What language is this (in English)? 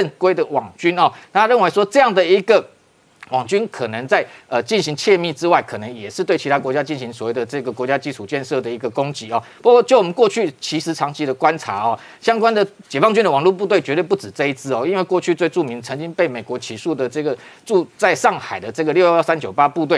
Chinese